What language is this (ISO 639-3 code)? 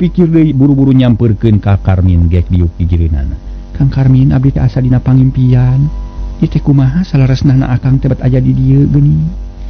sun